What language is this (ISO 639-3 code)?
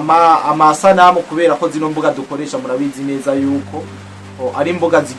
run